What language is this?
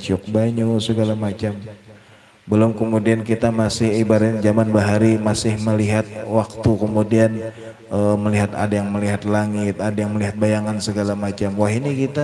Banjar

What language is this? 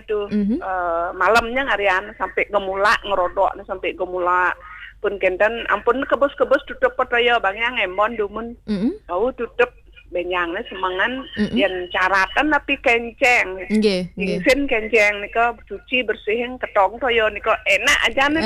Balinese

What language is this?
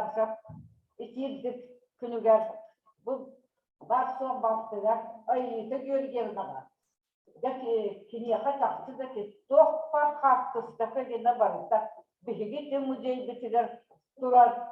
Yakut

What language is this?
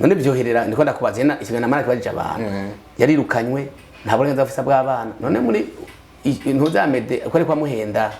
Rundi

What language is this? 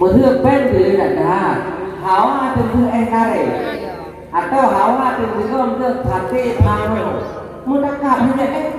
Achinese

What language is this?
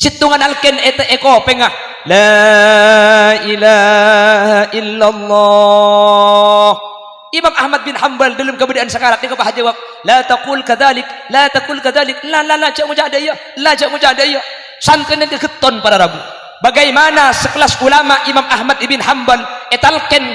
Madurese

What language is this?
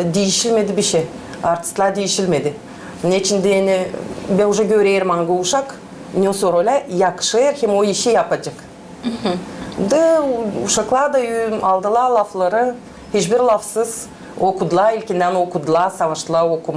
Gagauz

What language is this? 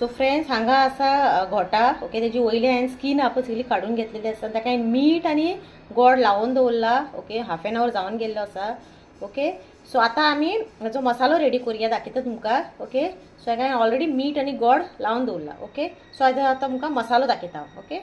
Konkani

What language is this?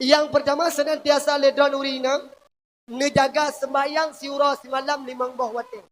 Achinese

